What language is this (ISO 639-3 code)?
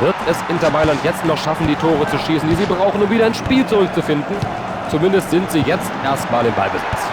bar